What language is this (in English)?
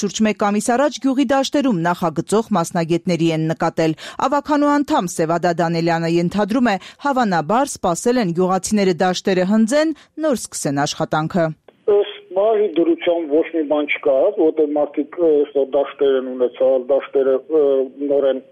Armenian